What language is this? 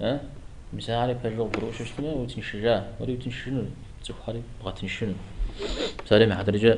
Kabardian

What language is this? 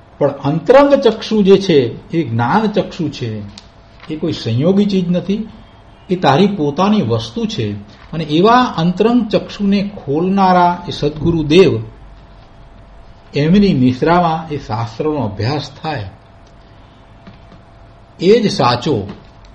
Gujarati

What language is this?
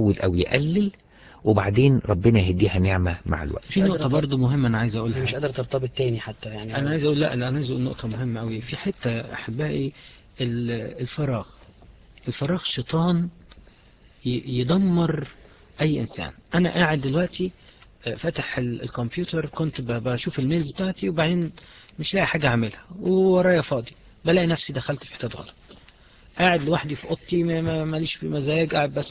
Egyptian Arabic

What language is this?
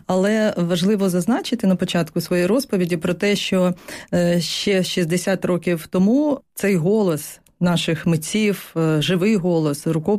Ukrainian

